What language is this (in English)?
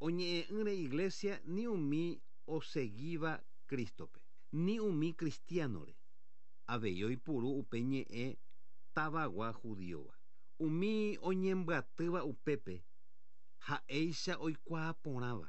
Guarani